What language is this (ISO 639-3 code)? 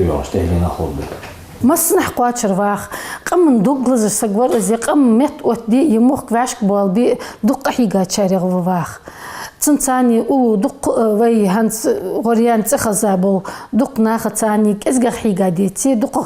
inh